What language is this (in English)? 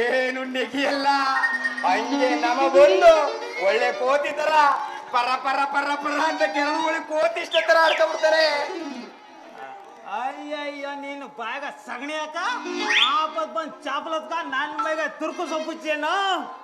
Kannada